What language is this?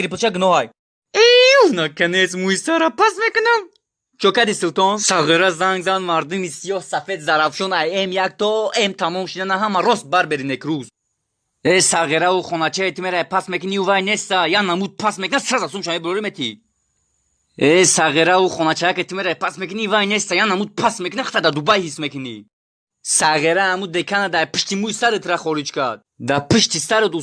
Tajik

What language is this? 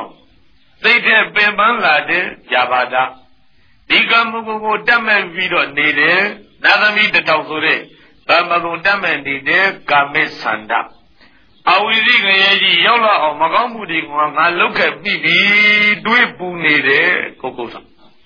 Burmese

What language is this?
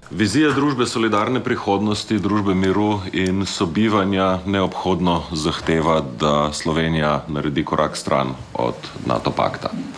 Slovenian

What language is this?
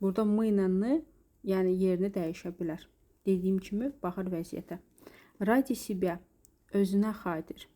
Azerbaijani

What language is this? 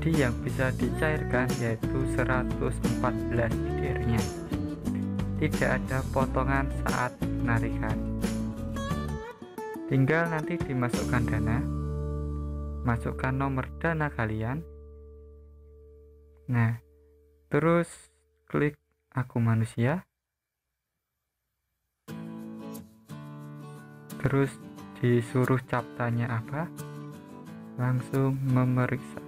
Indonesian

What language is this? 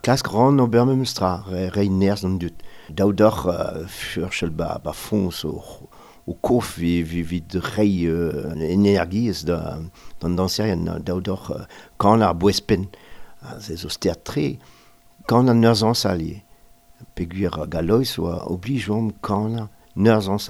Breton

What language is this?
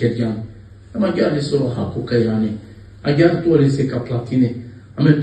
Balkan Romani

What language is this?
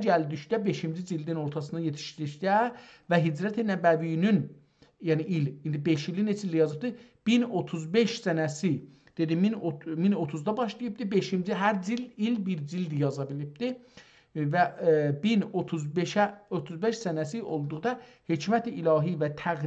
South Azerbaijani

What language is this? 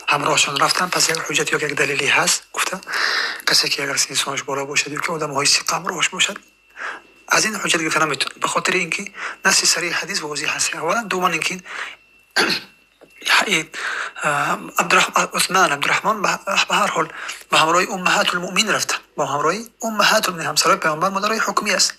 Tajik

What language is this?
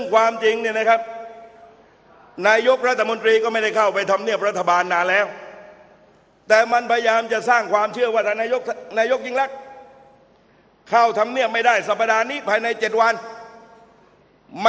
Thai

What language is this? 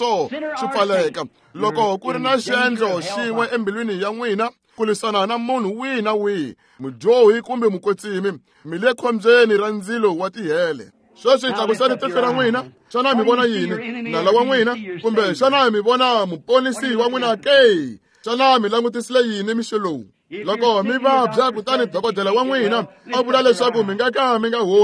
Tsonga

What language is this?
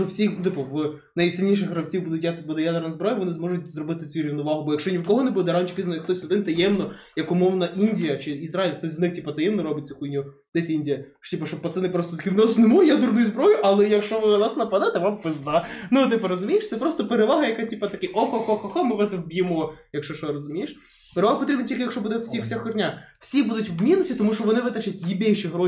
Ukrainian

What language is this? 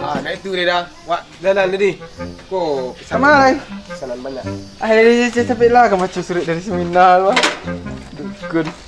Minangkabau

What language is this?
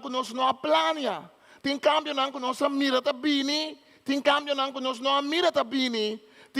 Papiamento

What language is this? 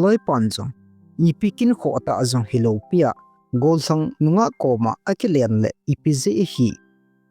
Thado Chin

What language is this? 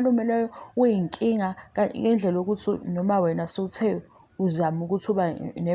Zulu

